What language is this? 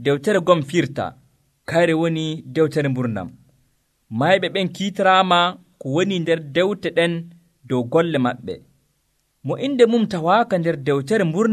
Nigerian Fulfulde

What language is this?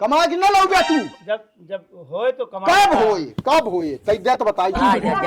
Awadhi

